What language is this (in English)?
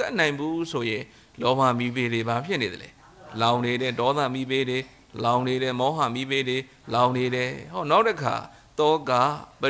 Burmese